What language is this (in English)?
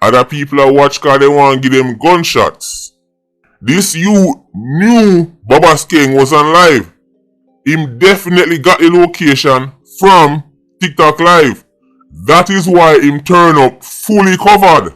Jamaican Creole English